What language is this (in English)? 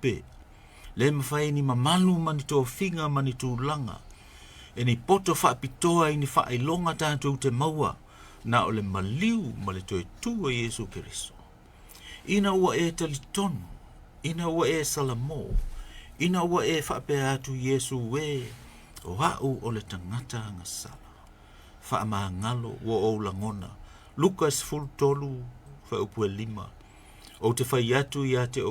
Samoan